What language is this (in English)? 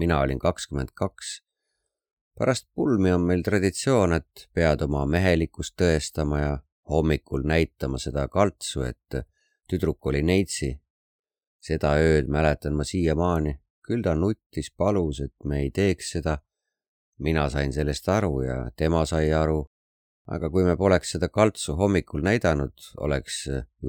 Estonian